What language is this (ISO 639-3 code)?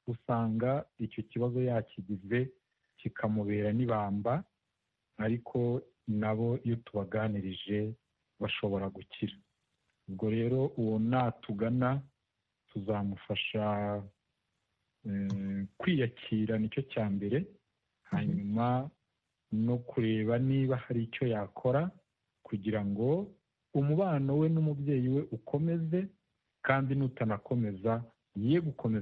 kin